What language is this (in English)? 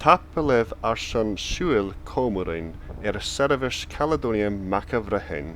Scottish Gaelic